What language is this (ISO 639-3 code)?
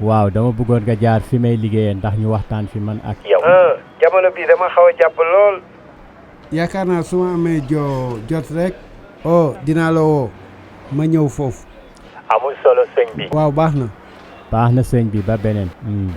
wol